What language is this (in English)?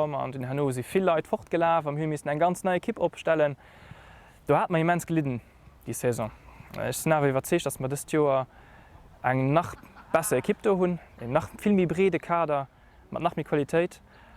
Luxembourgish